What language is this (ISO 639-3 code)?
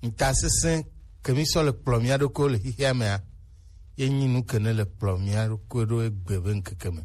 gej